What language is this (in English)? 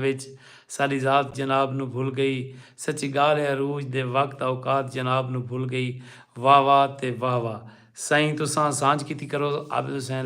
Saraiki